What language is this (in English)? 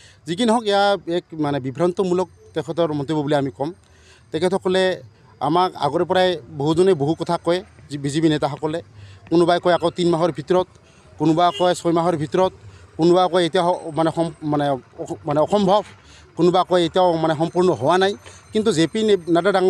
Assamese